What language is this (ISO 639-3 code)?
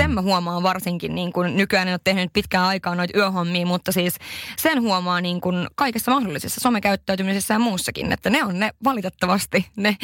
fin